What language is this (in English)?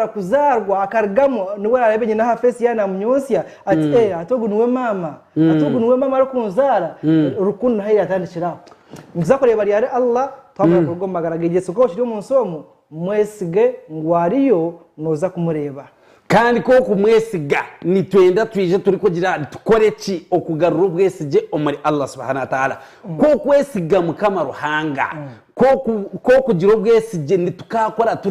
Nyankole